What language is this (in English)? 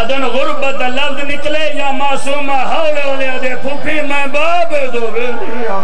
Saraiki